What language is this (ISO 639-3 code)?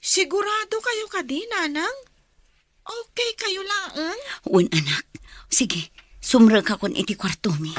ilo